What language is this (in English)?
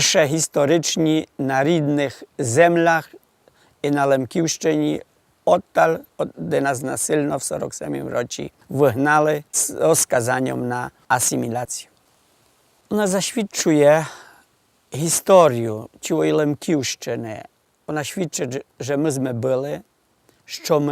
Rusyn